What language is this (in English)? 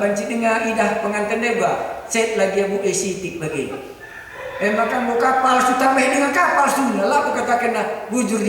Batak Karo